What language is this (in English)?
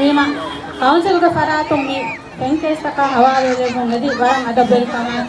Divehi